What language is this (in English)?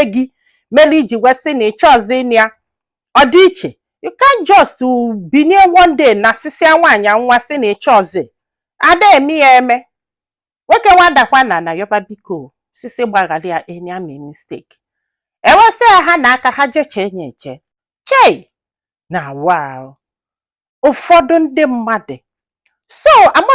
Igbo